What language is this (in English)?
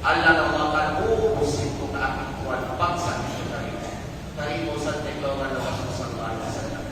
Kalagan